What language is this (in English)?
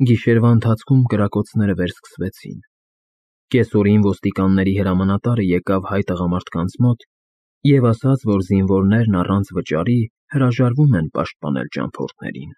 Armenian